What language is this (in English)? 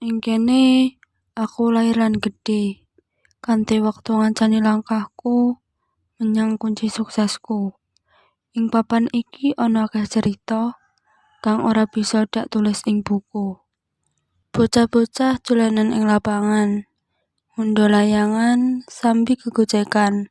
Javanese